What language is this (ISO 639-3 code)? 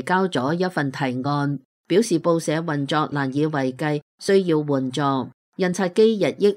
yue